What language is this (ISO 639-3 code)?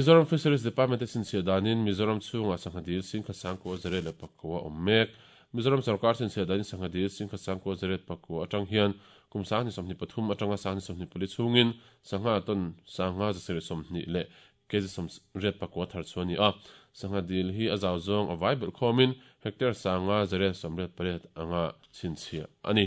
lus